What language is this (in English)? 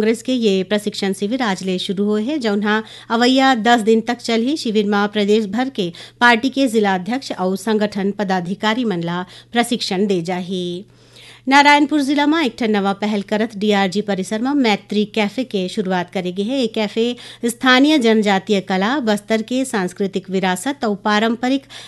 Chhattisgarhi